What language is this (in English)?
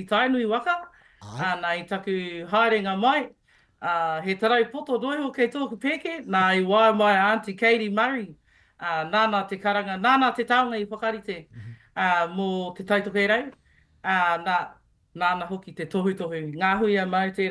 Māori